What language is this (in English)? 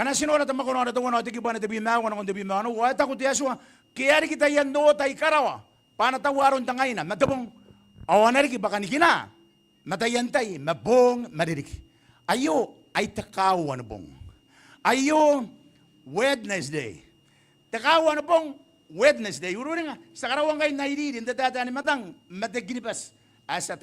Gilbertese